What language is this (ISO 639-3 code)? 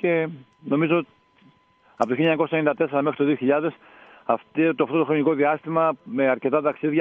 ell